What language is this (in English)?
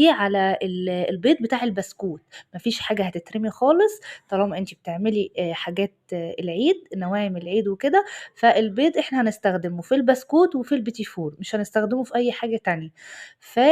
Egyptian Arabic